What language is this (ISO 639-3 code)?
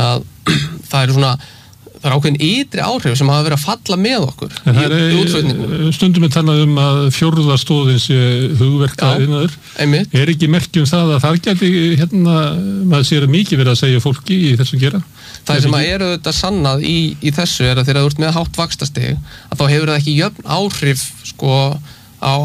isl